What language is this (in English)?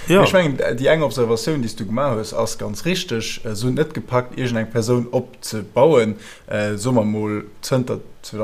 Luxembourgish